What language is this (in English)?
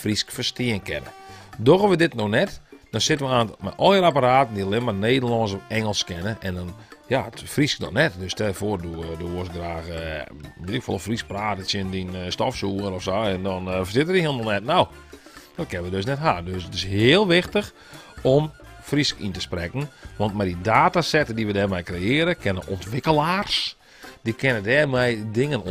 Western Frisian